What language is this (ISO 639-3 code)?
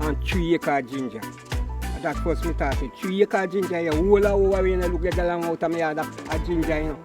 jam